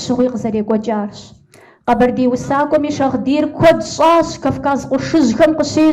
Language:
Kabardian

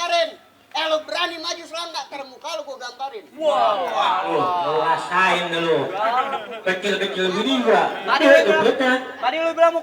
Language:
Betawi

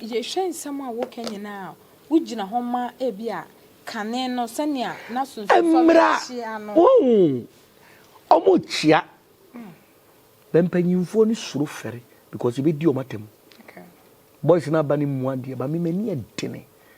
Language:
Akan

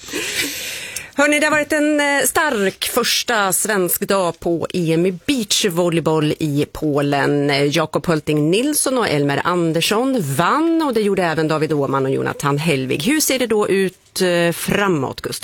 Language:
Swedish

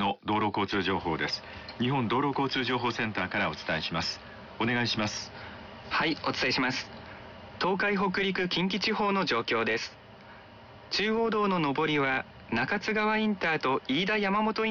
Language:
Japanese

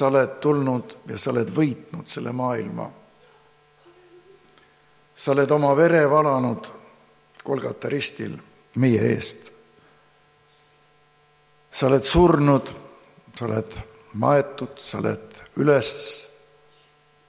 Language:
Estonian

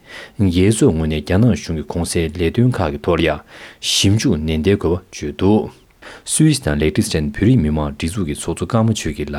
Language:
Tibetan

